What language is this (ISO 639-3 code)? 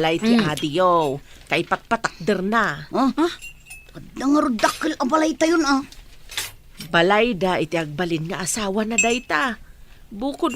ilo